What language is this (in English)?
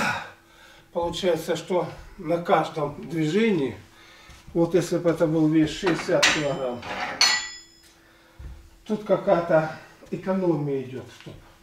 Russian